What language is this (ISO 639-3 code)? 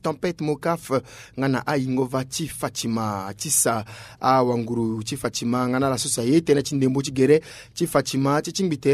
sag